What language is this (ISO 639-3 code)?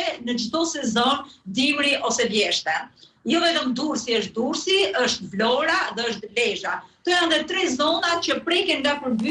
sqi